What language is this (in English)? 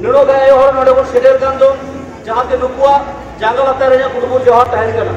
Santali